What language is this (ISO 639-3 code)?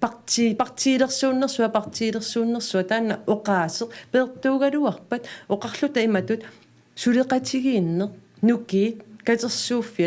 kal